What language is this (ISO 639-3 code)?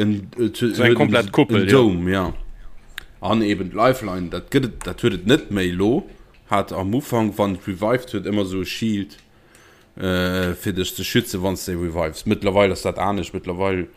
ltz